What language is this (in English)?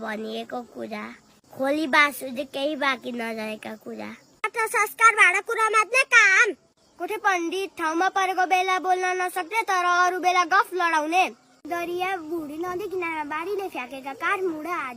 Nepali